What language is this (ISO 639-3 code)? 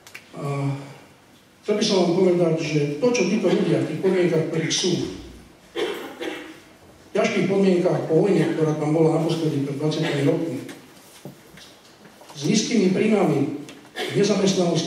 slk